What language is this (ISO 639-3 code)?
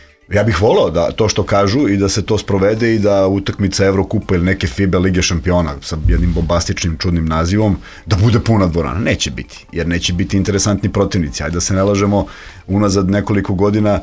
srp